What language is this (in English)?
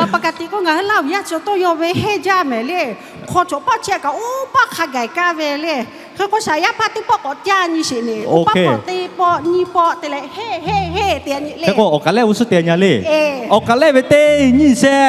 Lahu